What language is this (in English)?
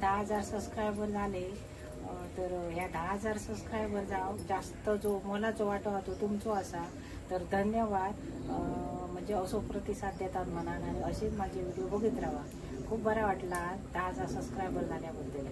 Konkani